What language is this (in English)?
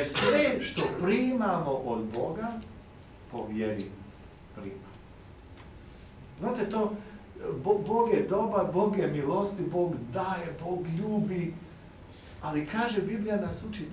Croatian